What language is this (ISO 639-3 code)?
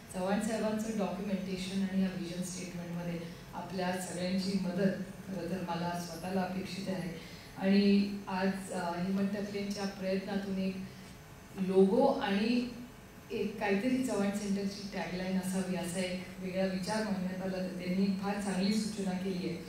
mar